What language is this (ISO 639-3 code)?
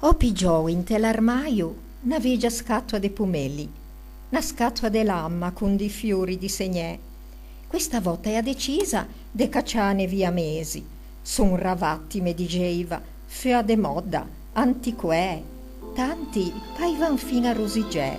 lij